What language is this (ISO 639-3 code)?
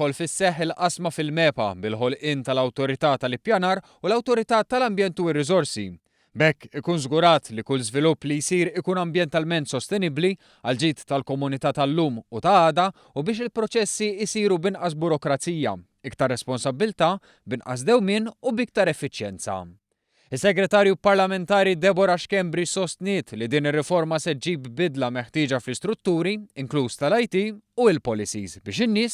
mlt